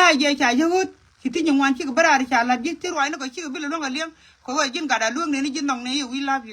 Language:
Nuer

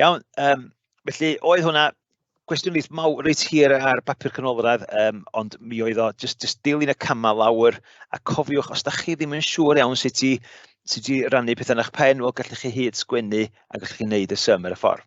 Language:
Welsh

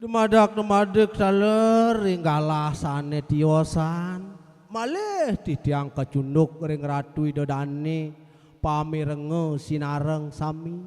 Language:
Balinese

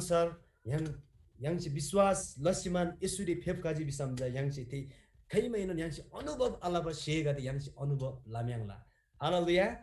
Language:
Eastern Tamang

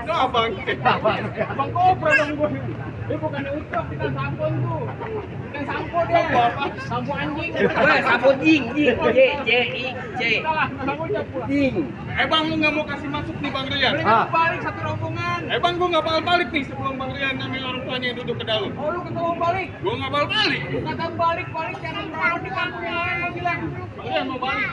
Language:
Betawi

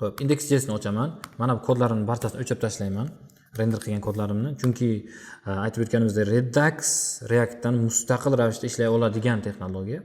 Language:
Uzbek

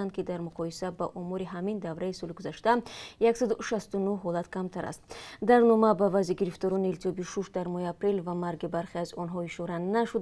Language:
Tajik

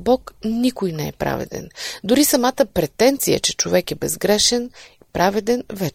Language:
Bulgarian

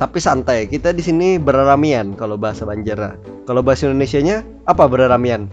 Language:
Banjar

